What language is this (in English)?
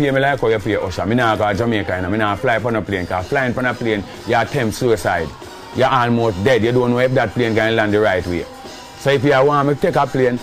Jamaican Creole English